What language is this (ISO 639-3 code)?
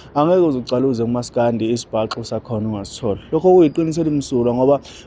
zul